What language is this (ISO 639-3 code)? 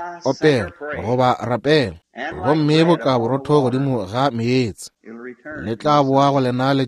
nso